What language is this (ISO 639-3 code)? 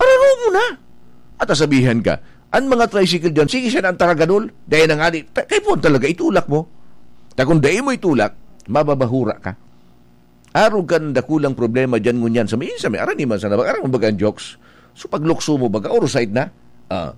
bik